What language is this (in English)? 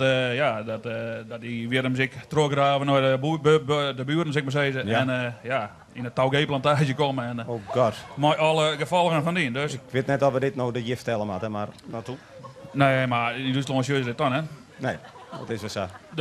Western Frisian